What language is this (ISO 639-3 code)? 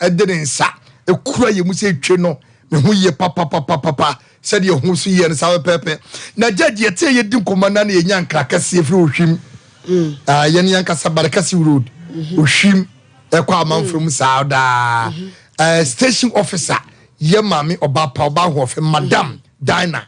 aka